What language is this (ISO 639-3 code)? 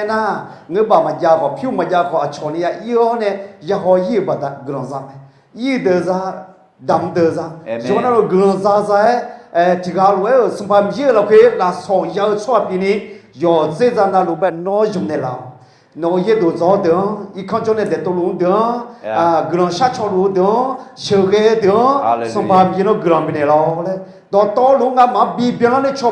ahk